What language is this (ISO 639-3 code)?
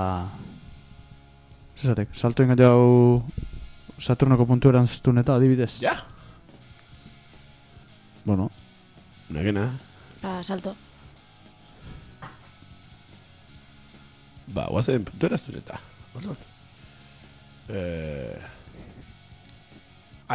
eus